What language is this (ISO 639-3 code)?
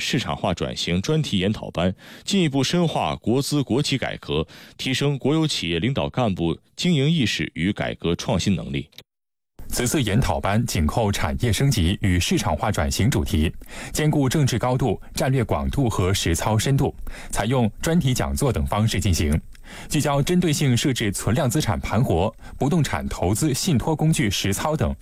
zho